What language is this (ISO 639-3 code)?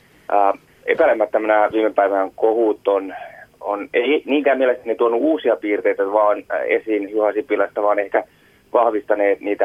fin